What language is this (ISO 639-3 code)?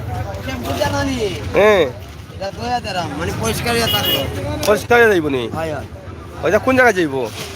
syl